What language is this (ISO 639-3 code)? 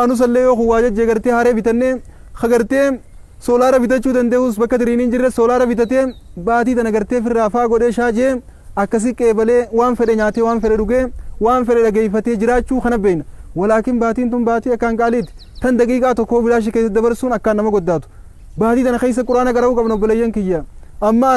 orm